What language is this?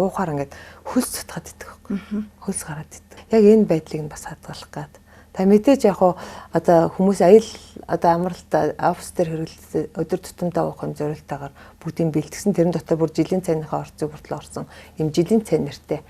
Mongolian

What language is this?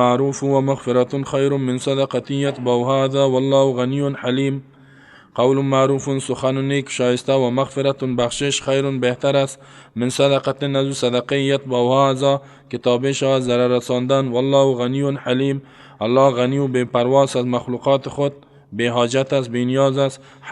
Persian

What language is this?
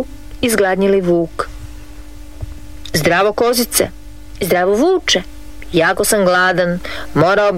Croatian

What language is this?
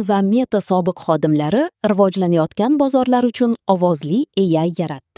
Uzbek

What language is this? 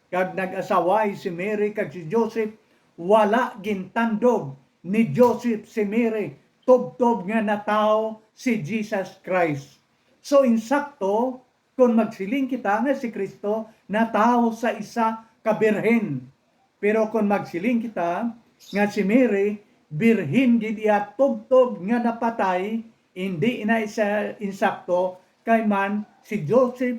Hiligaynon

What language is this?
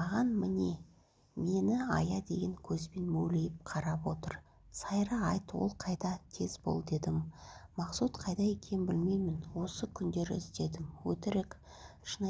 Kazakh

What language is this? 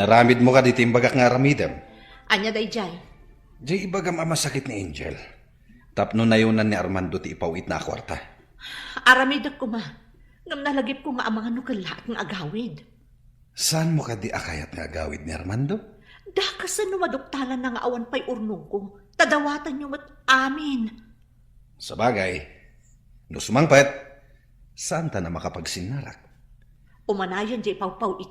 Iloko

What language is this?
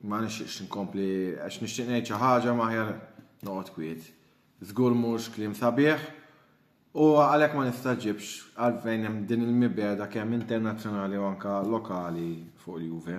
Maltese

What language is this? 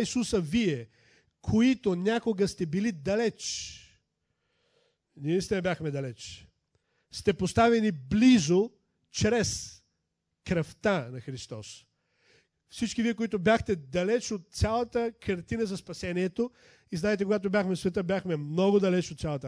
Bulgarian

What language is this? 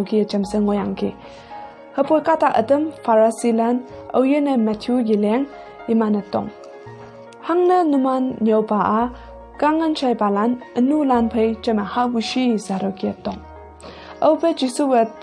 Konyak Naga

